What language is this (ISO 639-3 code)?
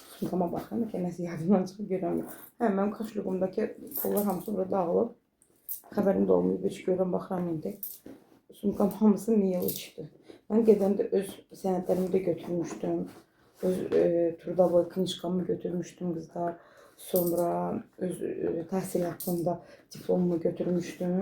aze